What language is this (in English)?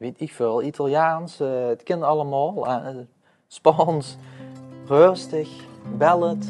Limburgish